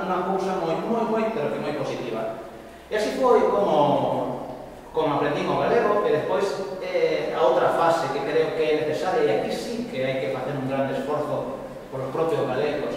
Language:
Galician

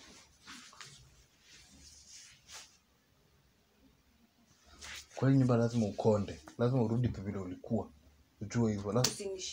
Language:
Swahili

